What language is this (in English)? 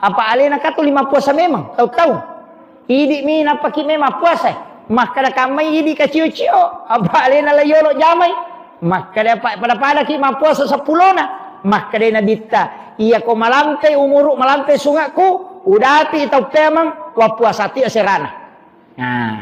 Buginese